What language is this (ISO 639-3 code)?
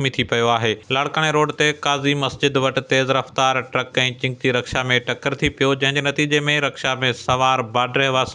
snd